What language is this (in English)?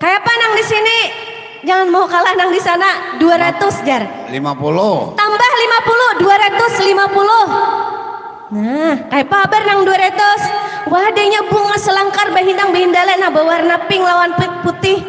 Banjar